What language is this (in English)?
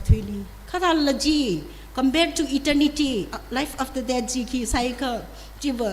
Tangkhul Naga (India)